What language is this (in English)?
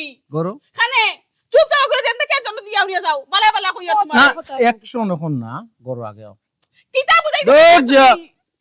Sylheti